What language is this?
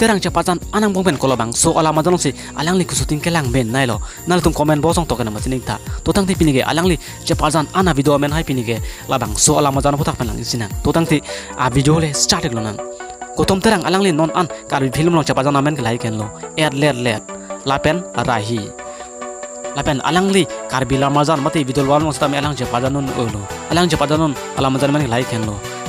Karbi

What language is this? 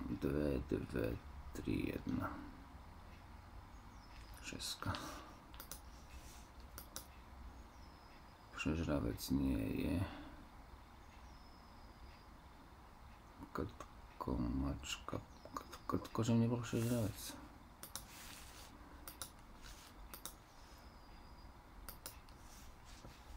Slovak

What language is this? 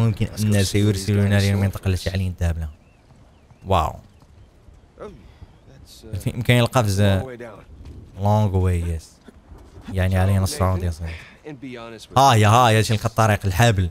Arabic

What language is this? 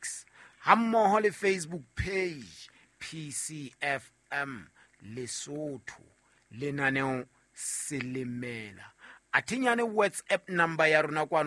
Southern Sotho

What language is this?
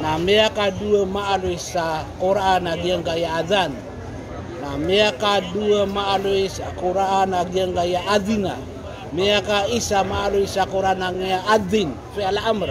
Maranao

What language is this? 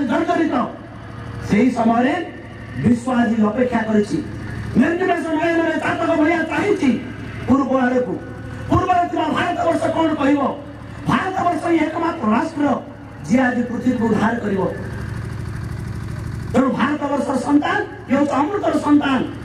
Odia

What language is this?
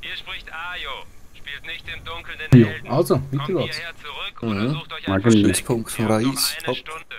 Swiss German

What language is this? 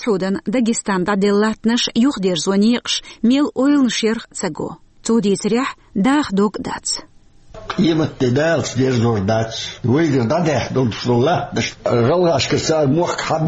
Chechen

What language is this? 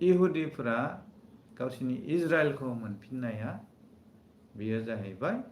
Bodo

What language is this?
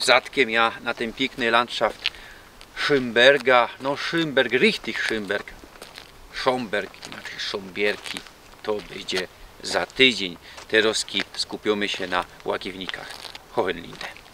Silesian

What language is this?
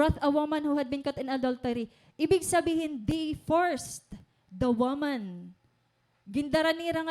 Waray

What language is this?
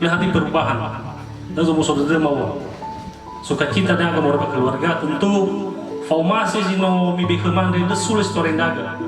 Nias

